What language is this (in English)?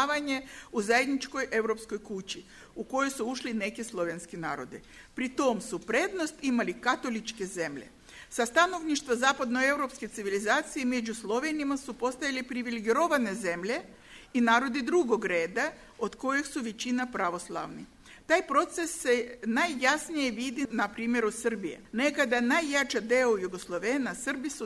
Serbian